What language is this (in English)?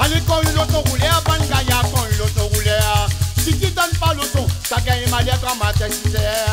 Réunion Creole French